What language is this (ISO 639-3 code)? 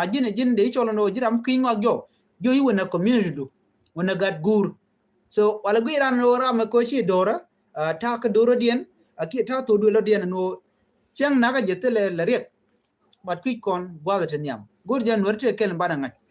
nus